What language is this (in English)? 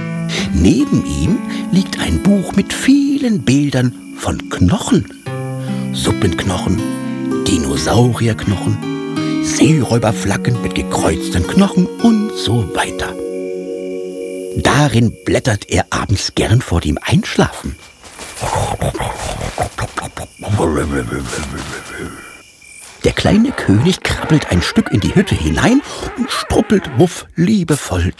German